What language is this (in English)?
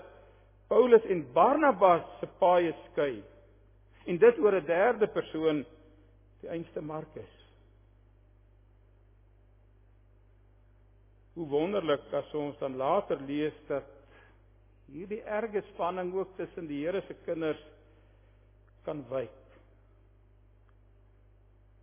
Afrikaans